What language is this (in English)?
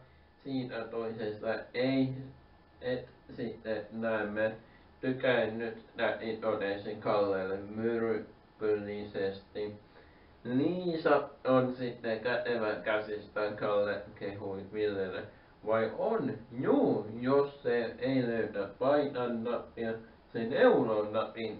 Finnish